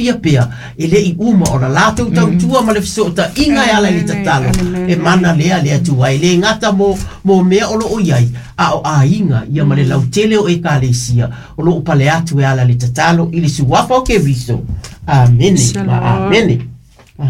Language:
Samoan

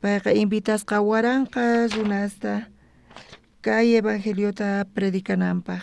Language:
South Bolivian Quechua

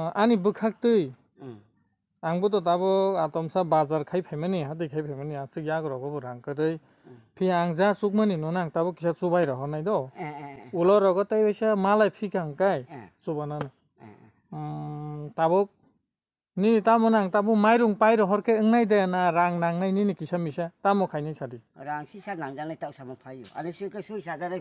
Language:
Kok Borok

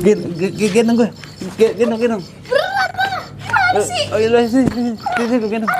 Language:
Betawi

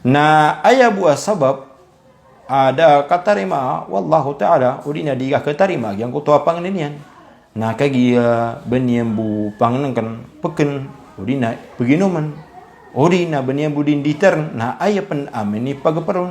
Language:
Maranao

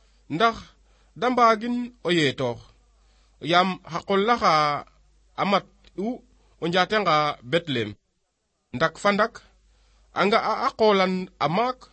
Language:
Serer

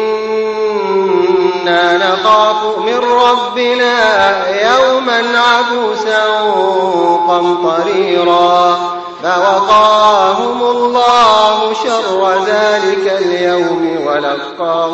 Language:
Arabic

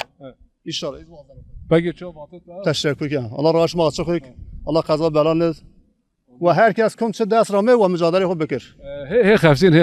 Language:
Zaza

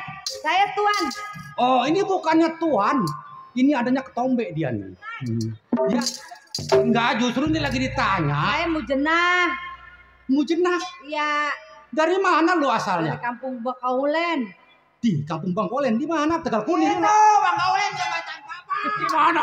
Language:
Betawi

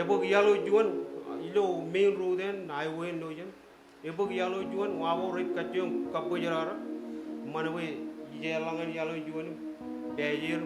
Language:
Marshallese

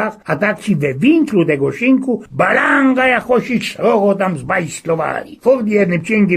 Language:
Silesian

